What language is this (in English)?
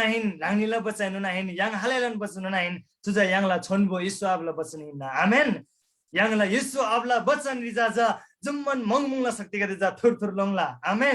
Eastern Tamang